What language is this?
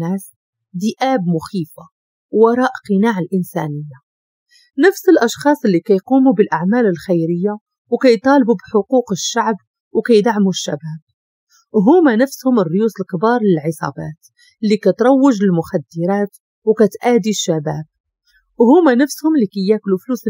Moroccan Arabic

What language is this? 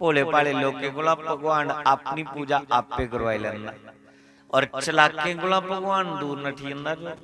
Dogri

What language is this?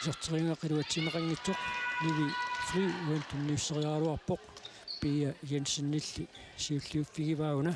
Kalaallisut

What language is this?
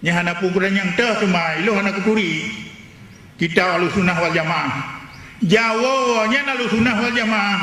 Achinese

